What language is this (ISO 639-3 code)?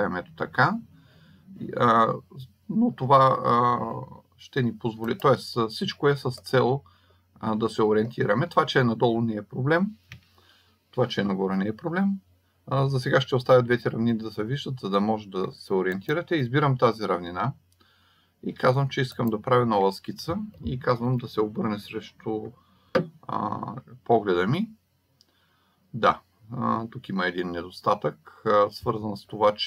bul